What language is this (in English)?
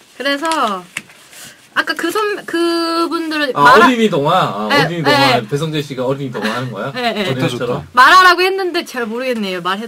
Korean